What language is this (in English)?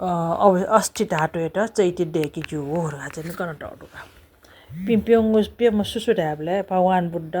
Newari